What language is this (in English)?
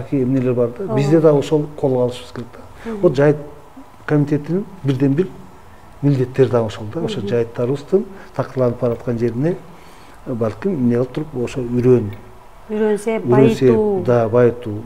Kyrgyz